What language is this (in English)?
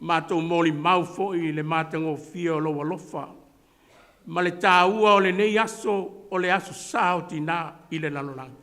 Samoan